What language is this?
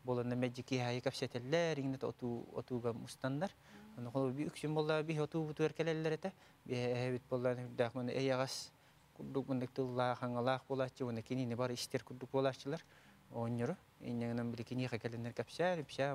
Yakut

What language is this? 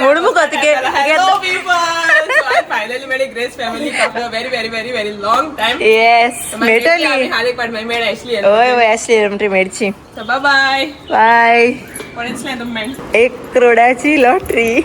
Konkani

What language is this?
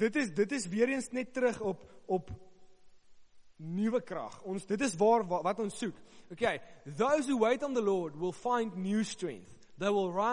Afrikaans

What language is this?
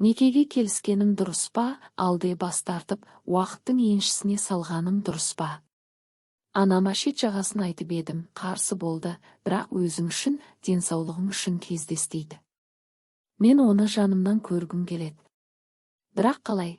Kazakh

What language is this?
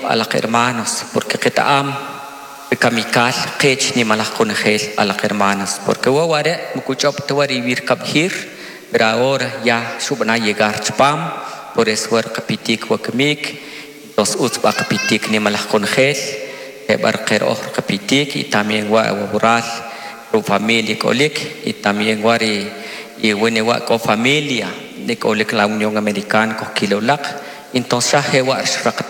Kʼicheʼ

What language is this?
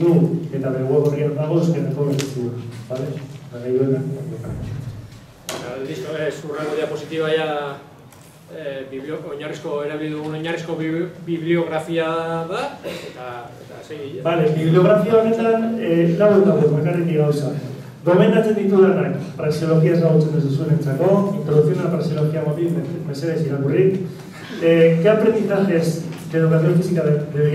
Basque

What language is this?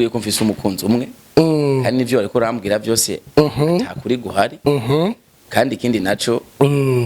Rundi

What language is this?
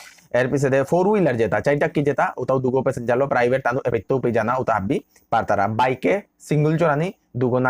Bishnupriya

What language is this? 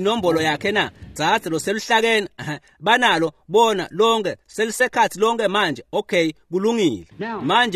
Swati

